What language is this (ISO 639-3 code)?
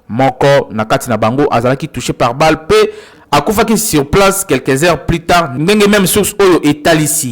lin